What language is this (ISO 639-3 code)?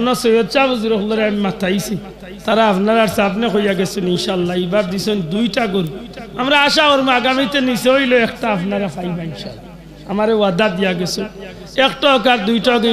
syl